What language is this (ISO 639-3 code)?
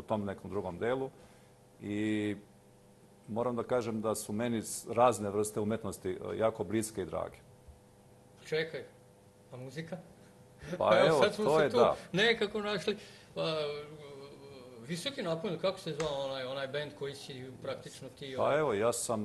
srp